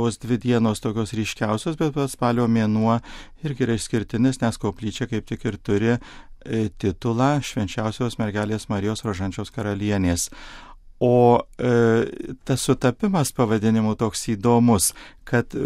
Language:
Lithuanian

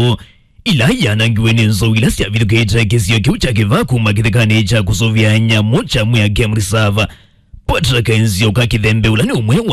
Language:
Kamba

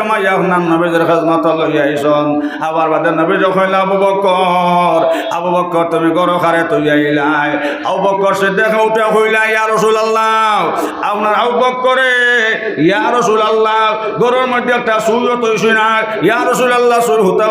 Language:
Sylheti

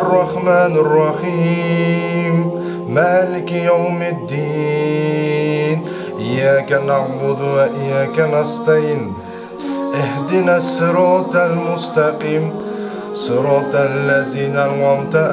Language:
Uyghur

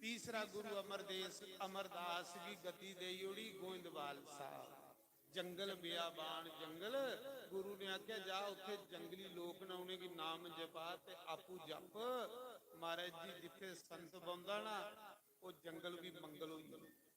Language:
Dogri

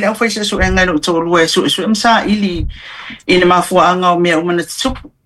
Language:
Samoan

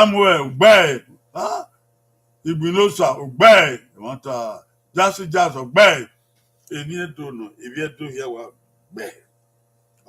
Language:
Bini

